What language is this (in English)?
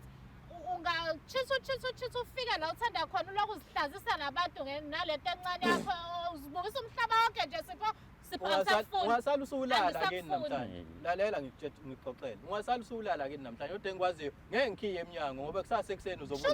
Zulu